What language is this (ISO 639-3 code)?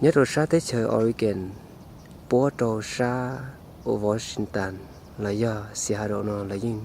hmn